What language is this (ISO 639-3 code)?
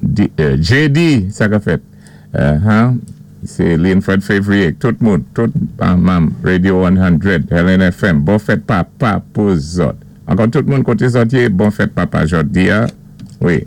acf